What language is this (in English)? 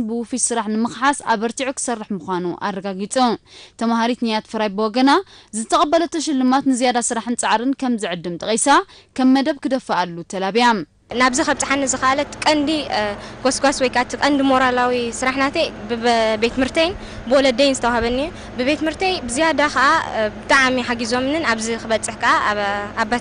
Tigrinya